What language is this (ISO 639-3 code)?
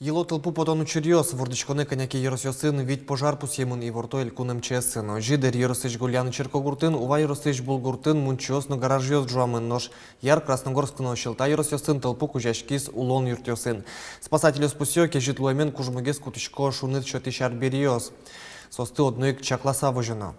udm